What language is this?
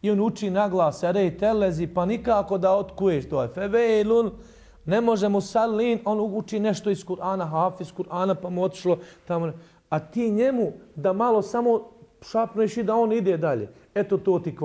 Bosnian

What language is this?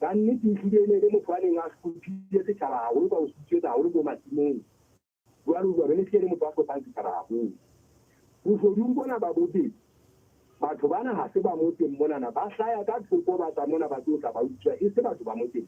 Southern Sotho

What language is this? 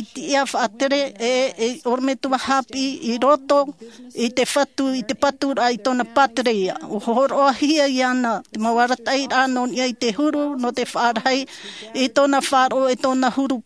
Tahitian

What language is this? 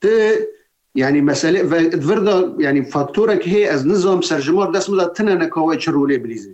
Kurdish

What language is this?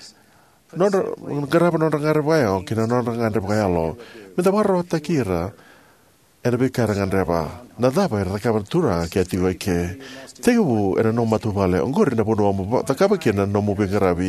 Fijian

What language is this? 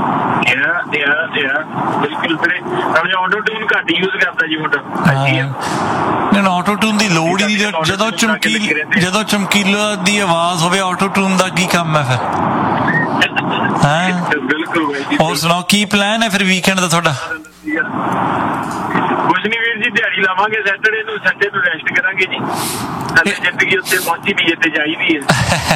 Punjabi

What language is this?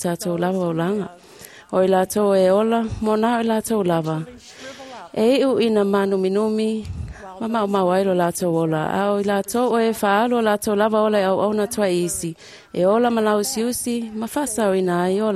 Samoan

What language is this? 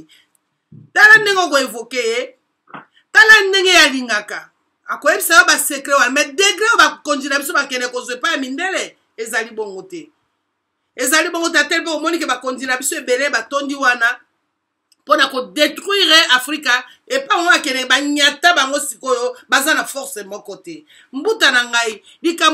Lingala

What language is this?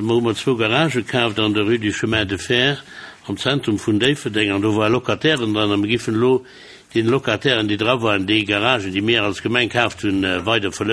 Luxembourgish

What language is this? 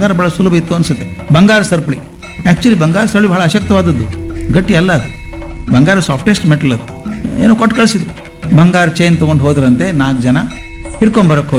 Kannada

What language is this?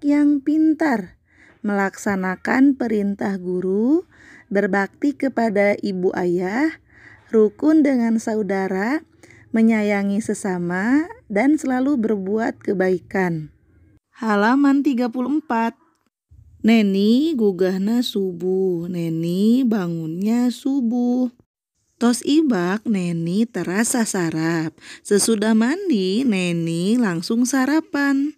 Sundanese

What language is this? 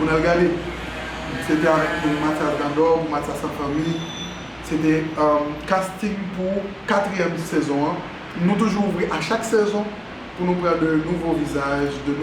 Haitian Creole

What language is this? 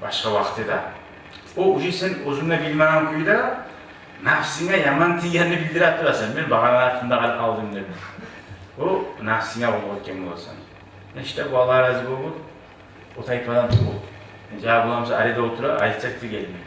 Kumyk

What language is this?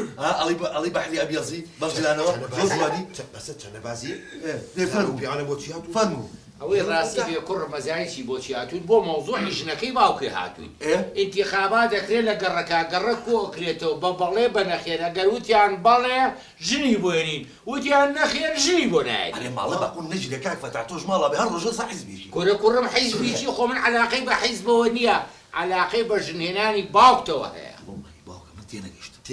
Central Kurdish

